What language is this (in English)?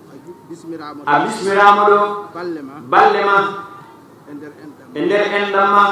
Fula